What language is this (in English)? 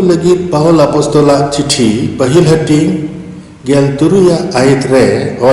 Santali